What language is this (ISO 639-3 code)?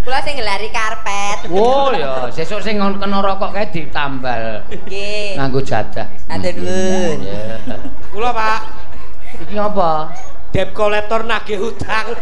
jav